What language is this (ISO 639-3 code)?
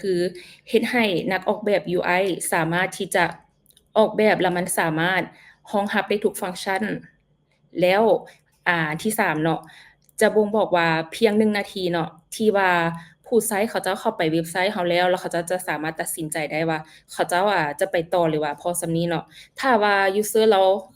lao